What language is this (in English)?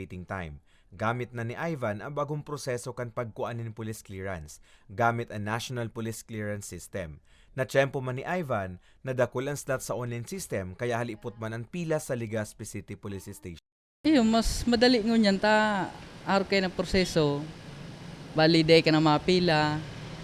Bikol